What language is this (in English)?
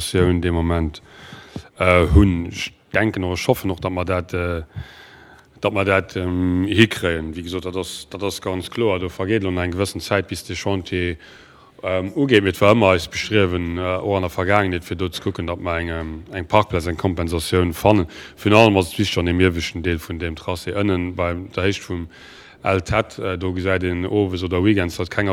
Luxembourgish